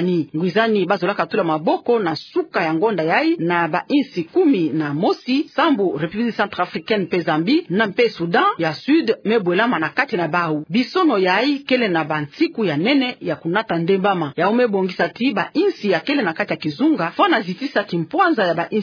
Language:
Kituba (Democratic Republic of Congo)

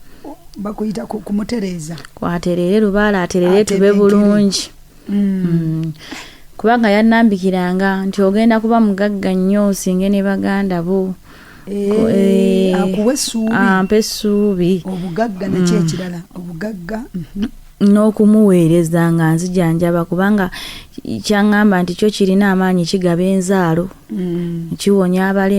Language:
Ganda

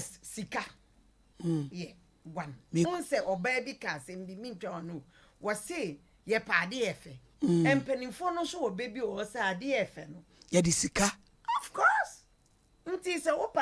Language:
Akan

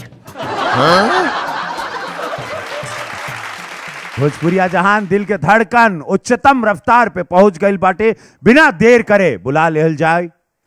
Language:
Bhojpuri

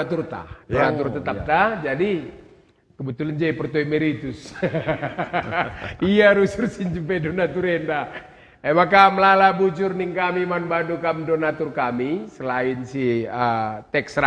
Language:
Batak Karo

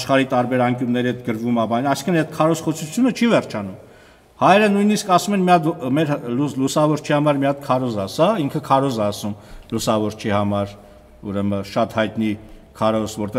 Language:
Armenian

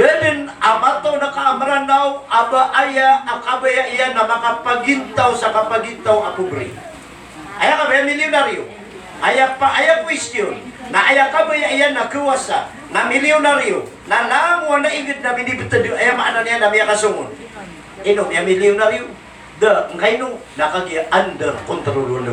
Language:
Maranao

